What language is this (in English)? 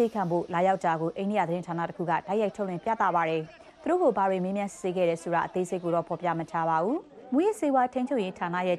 Burmese